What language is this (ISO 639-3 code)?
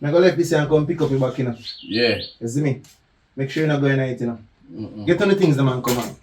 jam